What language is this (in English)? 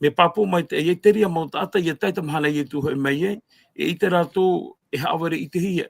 Tahitian